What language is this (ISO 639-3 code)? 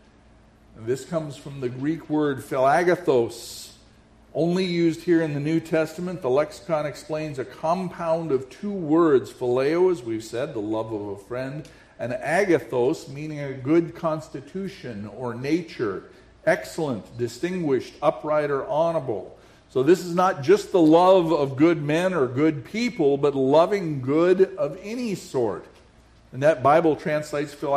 eng